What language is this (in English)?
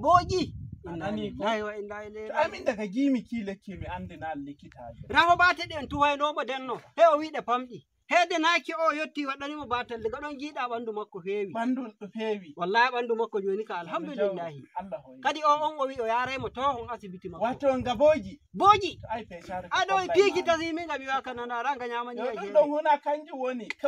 Nigerian Fulfulde